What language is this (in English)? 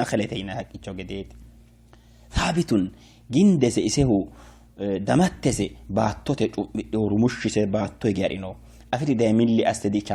Sidamo